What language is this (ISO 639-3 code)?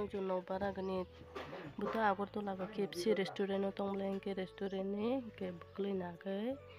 trp